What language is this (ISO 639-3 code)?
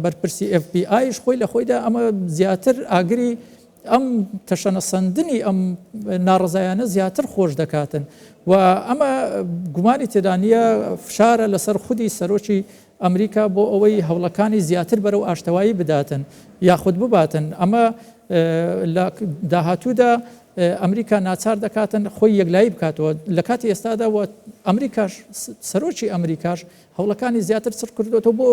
ckb